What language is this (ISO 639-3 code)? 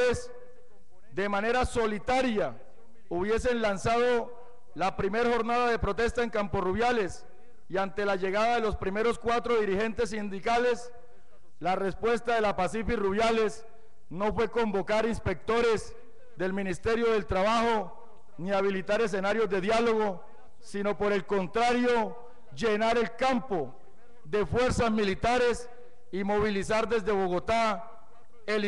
spa